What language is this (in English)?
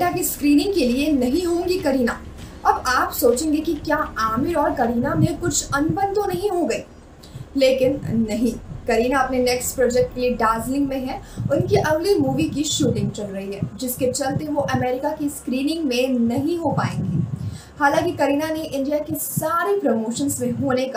Hindi